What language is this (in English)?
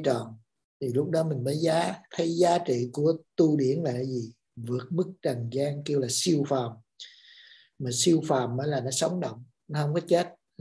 Vietnamese